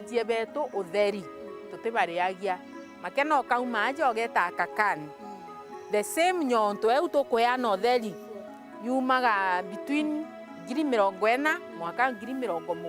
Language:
Meru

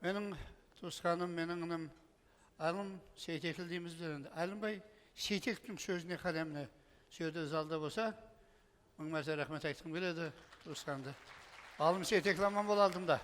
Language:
Kara-Kalpak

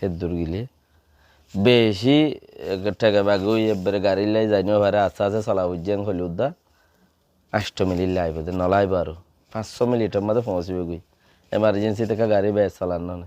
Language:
Rohingya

